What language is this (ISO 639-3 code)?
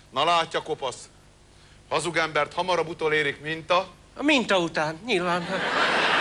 hun